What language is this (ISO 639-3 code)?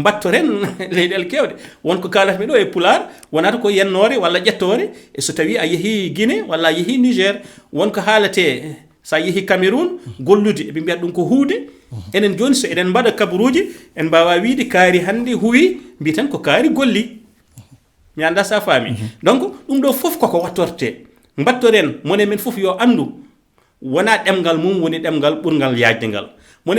ful